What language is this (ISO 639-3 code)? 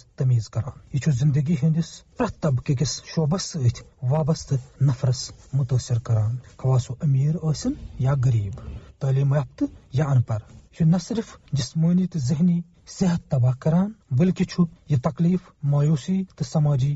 kas